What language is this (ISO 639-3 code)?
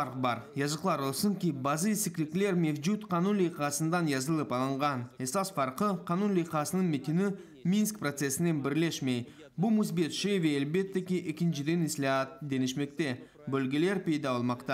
crh